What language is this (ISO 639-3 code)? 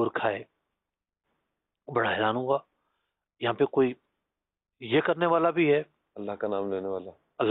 urd